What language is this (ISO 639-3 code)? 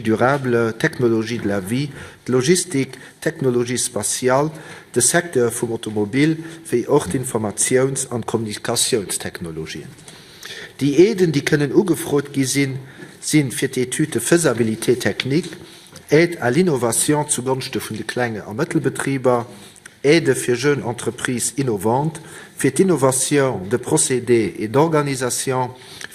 ltz